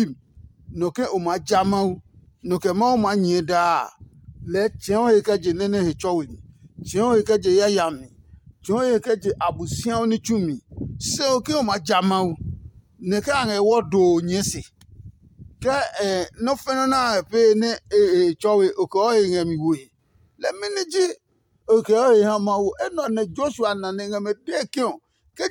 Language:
Adangme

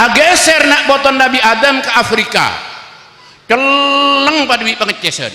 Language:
Madurese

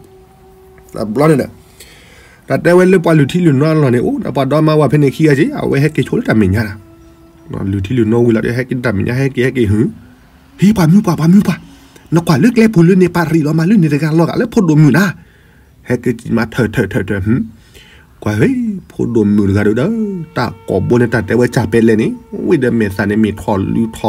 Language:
S'gaw Karen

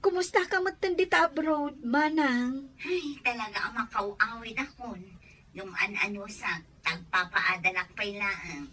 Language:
Iloko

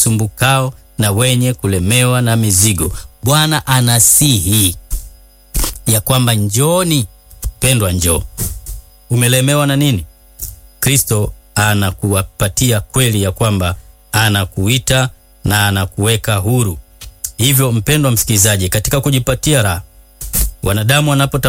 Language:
Swahili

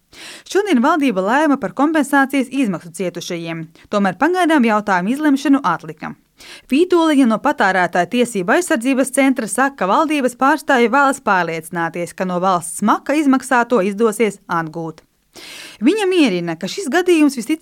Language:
Latvian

